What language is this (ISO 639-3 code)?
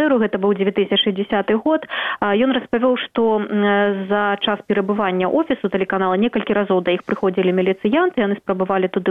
bel